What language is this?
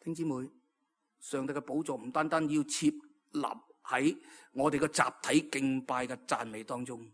Cantonese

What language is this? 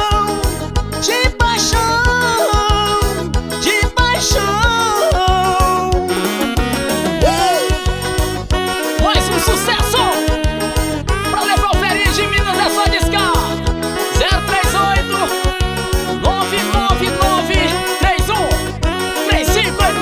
Portuguese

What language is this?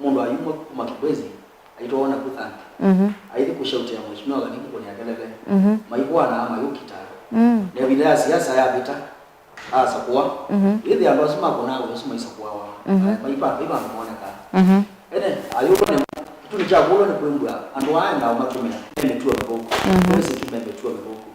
Kamba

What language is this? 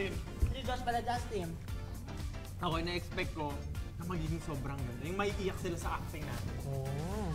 Filipino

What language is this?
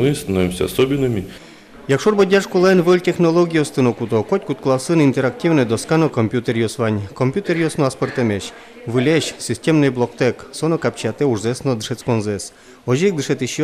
Udmurt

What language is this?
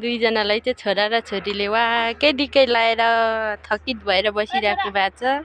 Nepali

